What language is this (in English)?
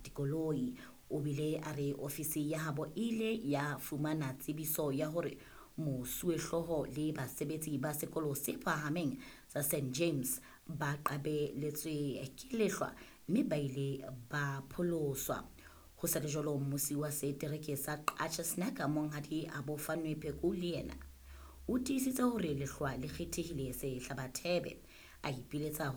Southern Sotho